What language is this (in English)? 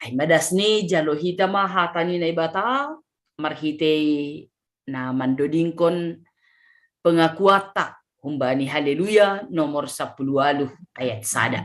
Batak Simalungun